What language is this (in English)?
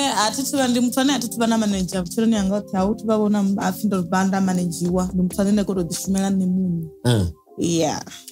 Venda